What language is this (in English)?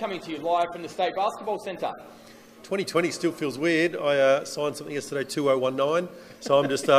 English